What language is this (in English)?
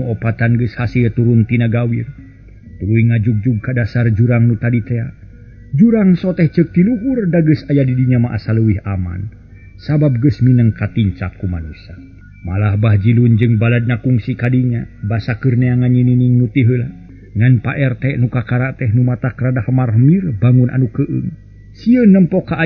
Sundanese